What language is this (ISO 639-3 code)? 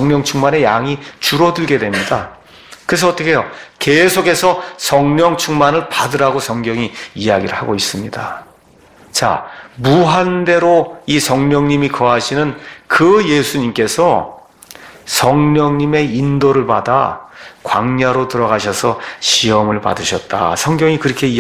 kor